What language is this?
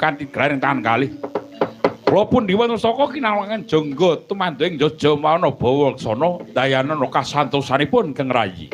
Javanese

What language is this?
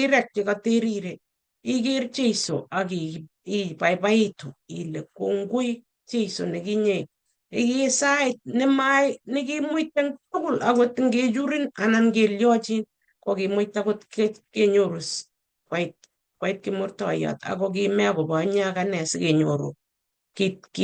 Kalenjin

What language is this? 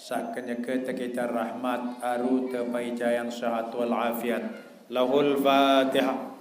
Sasak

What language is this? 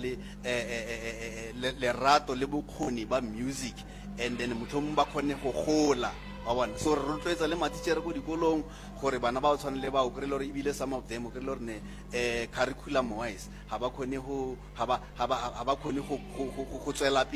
Northern Sotho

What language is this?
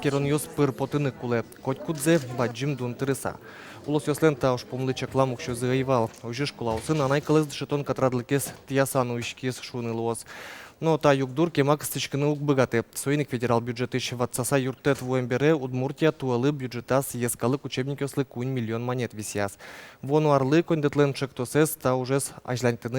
Udmurt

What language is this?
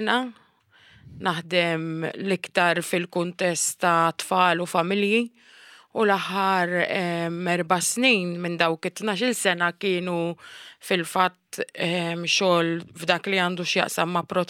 Maltese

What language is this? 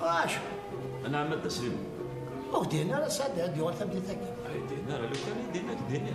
Kabyle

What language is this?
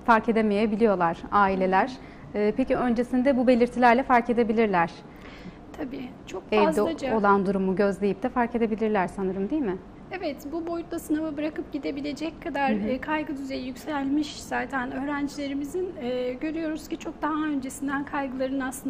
Turkish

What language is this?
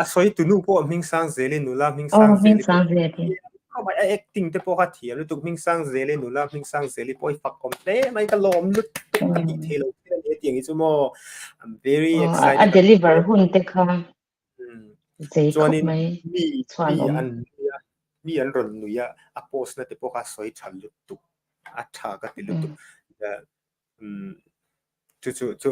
Mizo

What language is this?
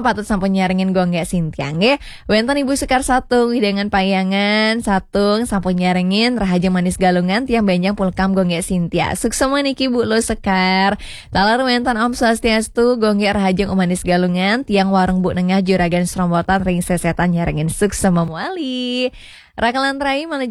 Balinese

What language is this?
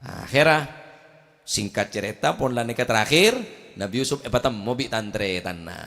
Madurese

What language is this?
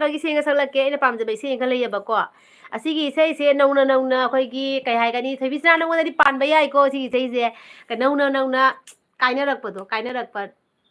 Manipuri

